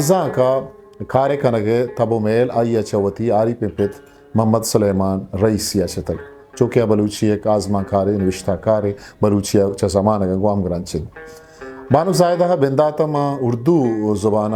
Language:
Eastern Balochi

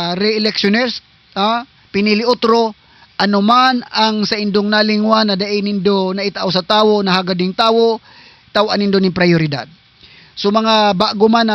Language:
Southern Catanduanes Bikol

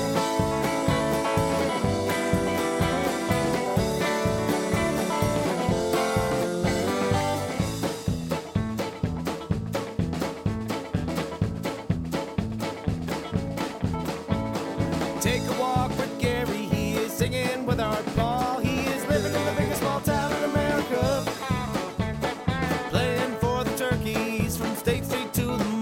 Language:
English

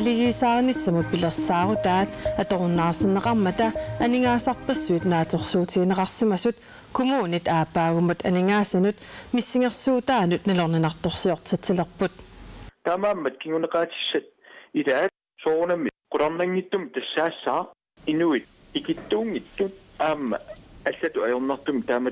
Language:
Kalaallisut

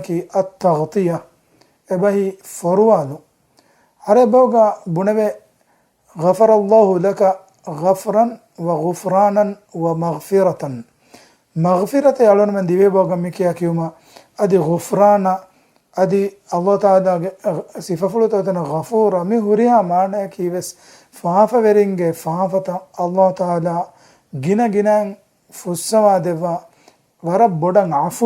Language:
Divehi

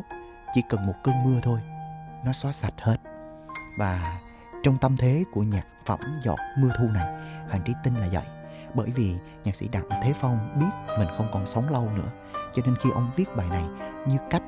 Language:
Vietnamese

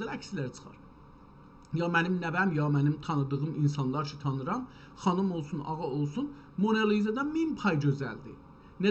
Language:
South Azerbaijani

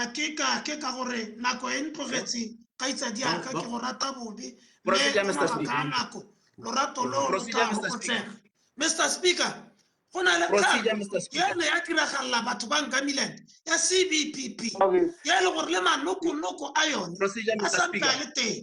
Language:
Tswana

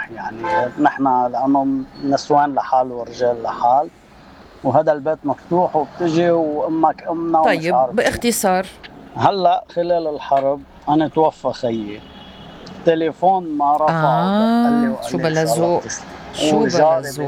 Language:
North Levantine Arabic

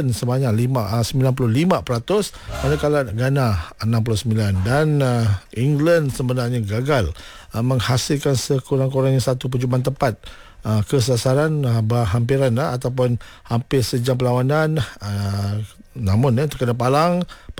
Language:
Malay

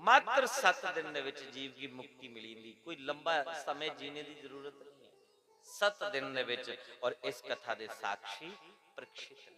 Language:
Dogri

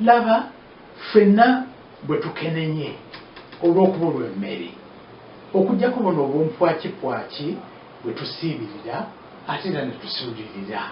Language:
Ganda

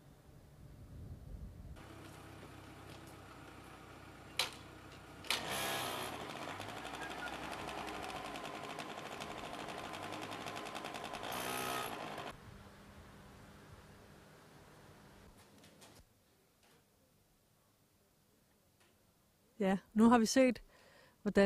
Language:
Danish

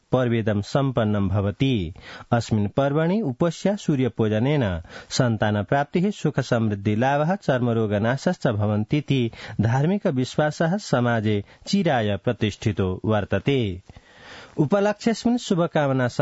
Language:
Sanskrit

